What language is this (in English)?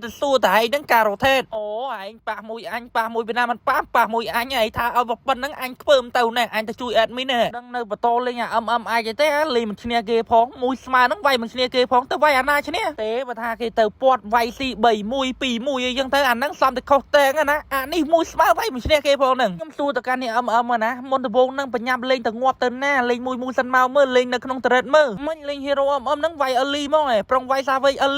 Khmer